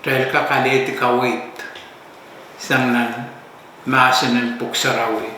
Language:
Pohnpeian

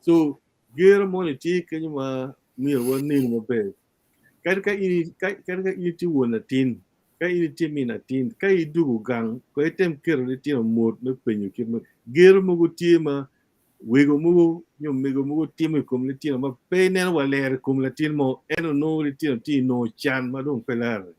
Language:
Acoli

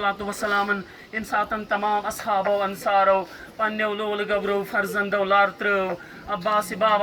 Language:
Kashmiri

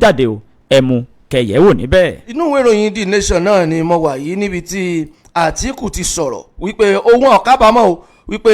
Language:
Yoruba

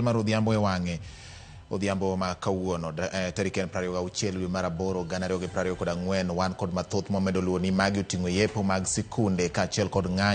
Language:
Luo (Kenya and Tanzania)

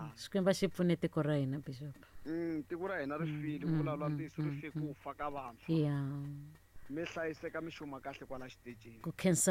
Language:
Tsonga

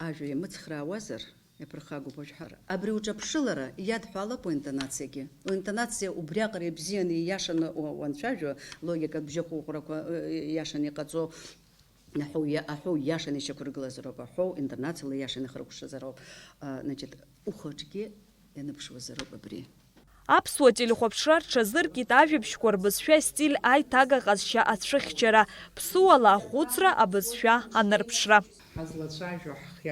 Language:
Abkhazian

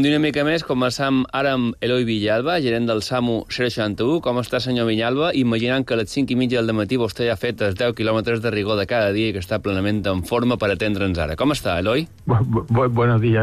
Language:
Catalan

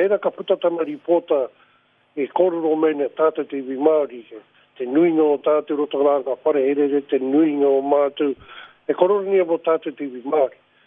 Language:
Māori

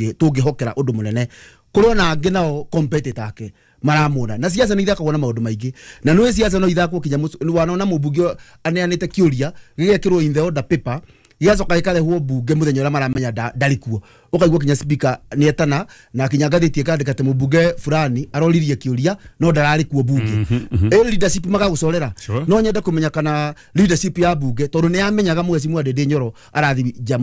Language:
Kikuyu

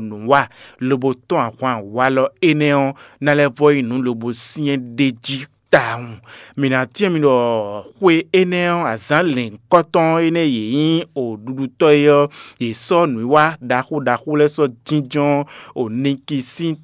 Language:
Fon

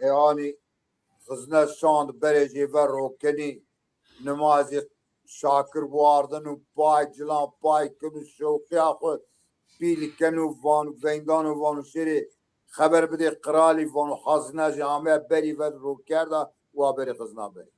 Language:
Zaza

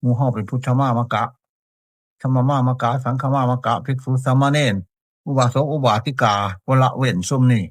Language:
Northeastern Thai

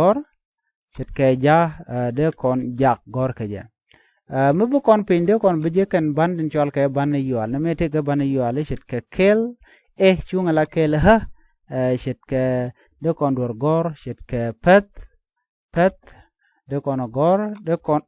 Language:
Nuer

